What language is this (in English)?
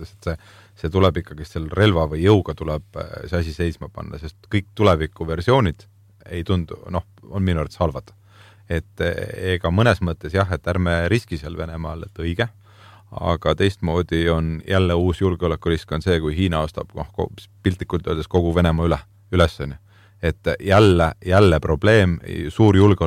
Estonian